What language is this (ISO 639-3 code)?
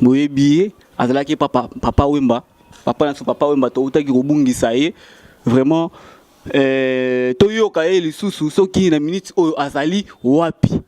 lin